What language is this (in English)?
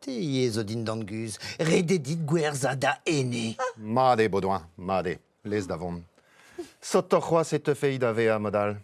Breton